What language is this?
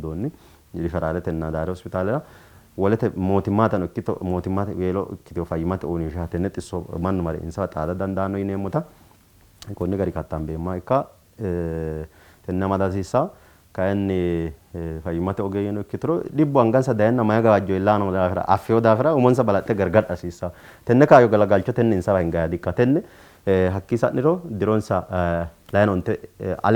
Sidamo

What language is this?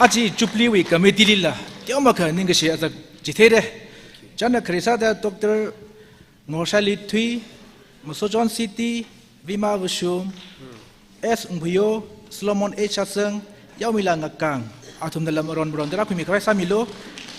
Tangkhul Naga (India)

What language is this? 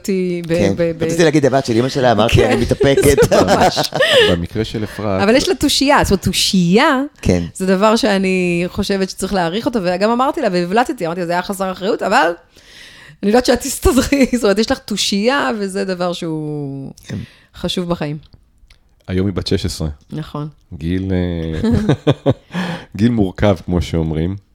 Hebrew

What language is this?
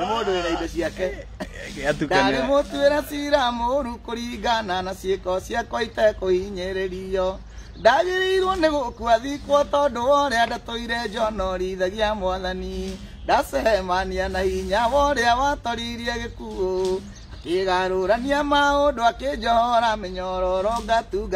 Kikuyu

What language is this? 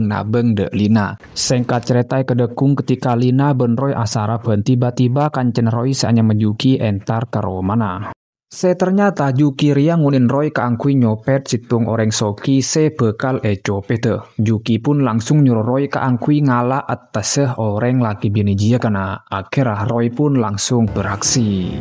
Madurese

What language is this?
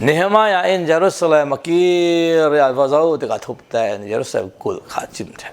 Falam Chin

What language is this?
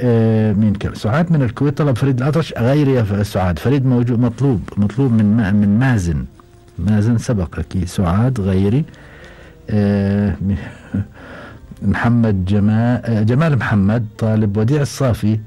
Gulf Arabic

